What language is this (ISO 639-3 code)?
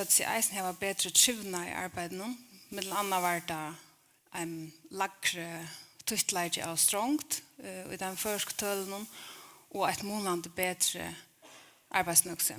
fao